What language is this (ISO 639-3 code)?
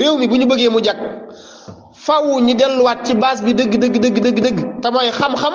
wol